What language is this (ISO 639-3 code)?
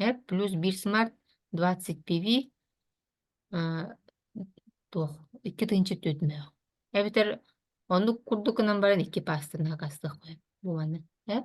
sah